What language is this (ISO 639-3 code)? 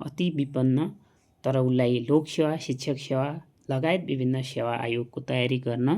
nep